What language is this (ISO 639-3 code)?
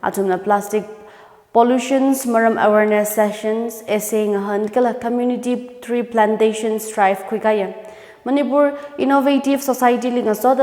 nmf